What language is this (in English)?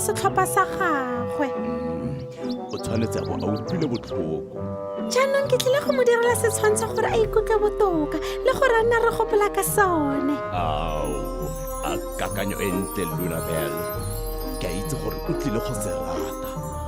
Tswana